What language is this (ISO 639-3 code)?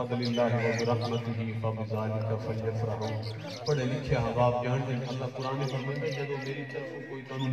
skr